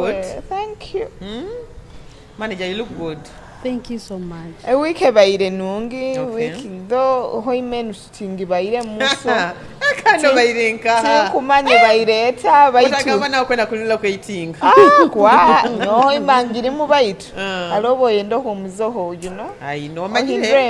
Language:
Nyoro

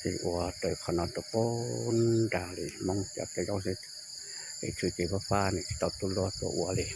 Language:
Hmong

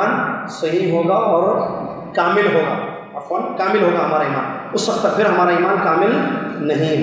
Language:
Urdu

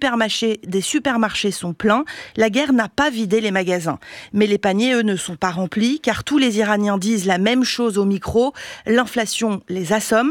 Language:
French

